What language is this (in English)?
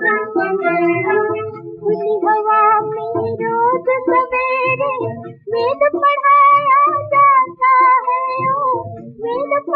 Hindi